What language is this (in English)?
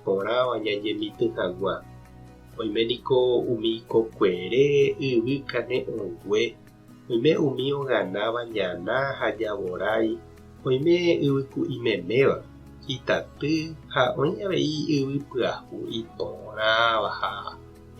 Guarani